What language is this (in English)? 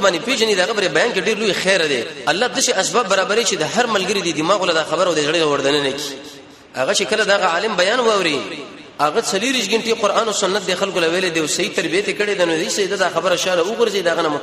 Pashto